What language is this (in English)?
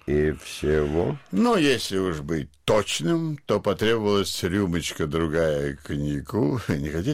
Russian